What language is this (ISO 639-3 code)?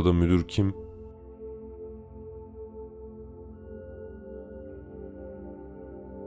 tur